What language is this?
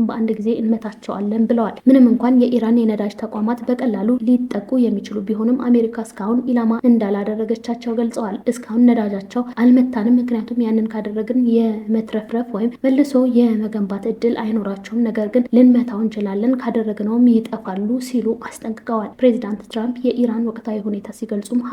Amharic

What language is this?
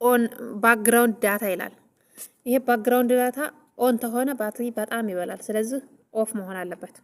Amharic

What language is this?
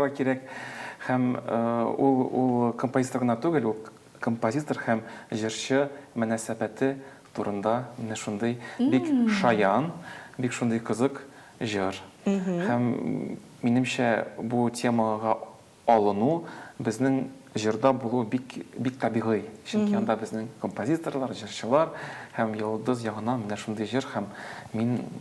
Tatar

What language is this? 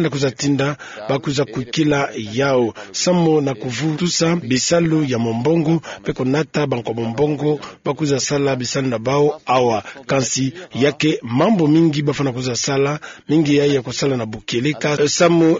Kituba (Democratic Republic of Congo)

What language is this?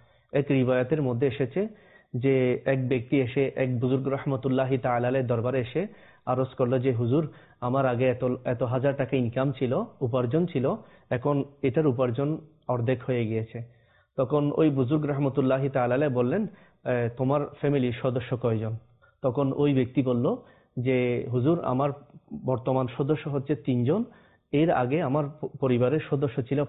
Bangla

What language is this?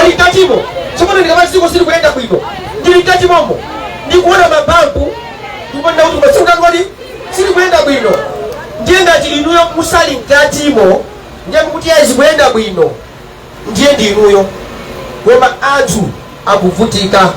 Nyanja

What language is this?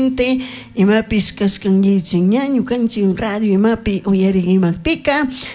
Chimborazo Highland Quichua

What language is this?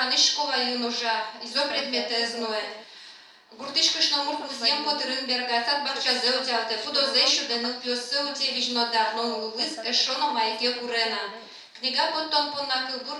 Udmurt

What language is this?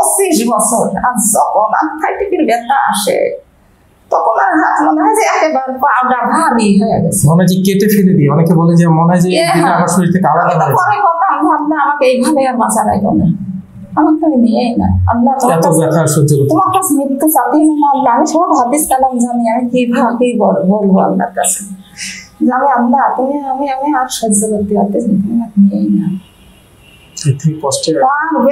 Bangla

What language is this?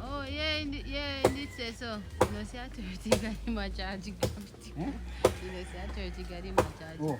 Jamaican Creole English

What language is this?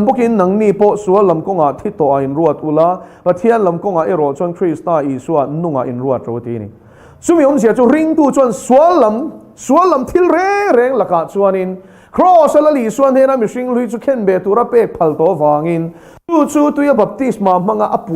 Mizo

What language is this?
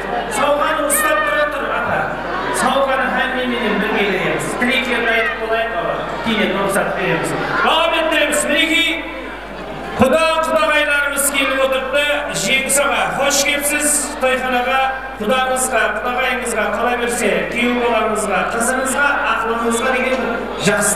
Kara-Kalpak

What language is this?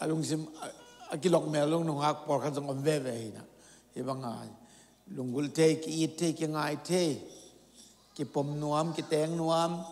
Tedim Chin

